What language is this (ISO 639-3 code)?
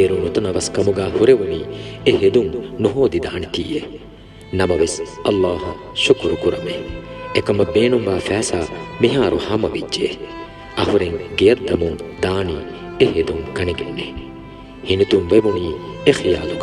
div